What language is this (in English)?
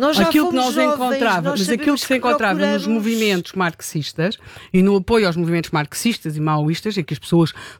Portuguese